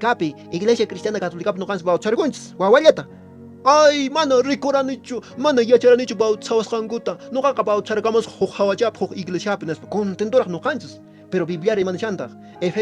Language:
Quechua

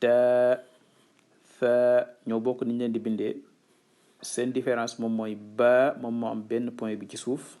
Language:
Wolof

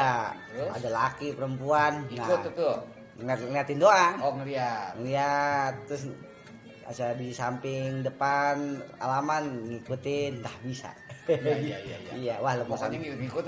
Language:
Betawi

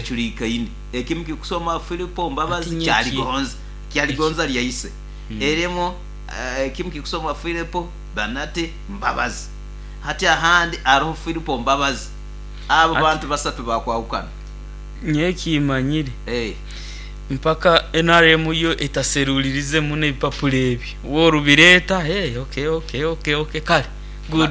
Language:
Nyoro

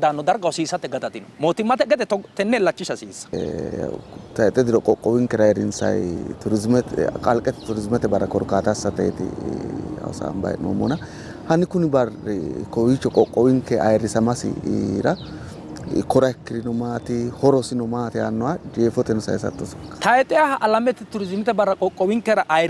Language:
Sidamo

